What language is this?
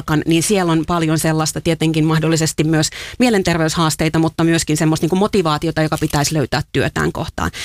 Finnish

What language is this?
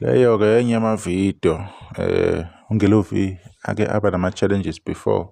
Zulu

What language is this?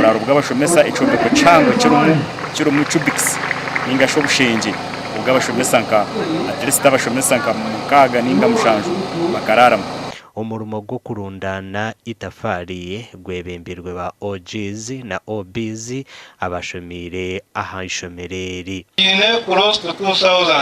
Nyankole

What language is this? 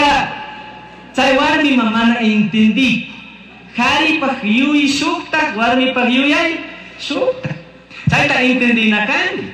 Chimborazo Highland Quichua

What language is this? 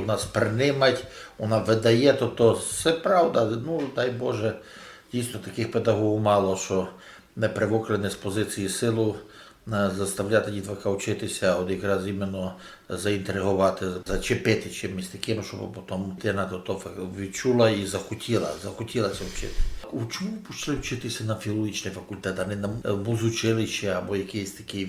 Rusyn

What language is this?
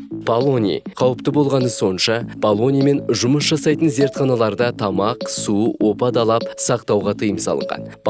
Kazakh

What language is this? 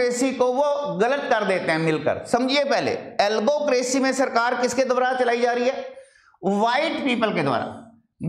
Hindi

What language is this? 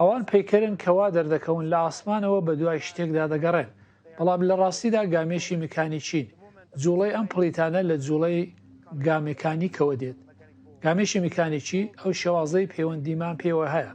Central Kurdish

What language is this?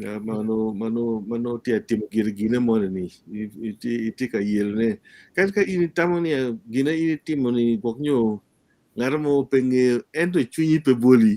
Acoli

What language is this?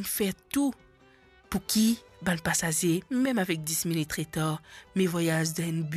Morisyen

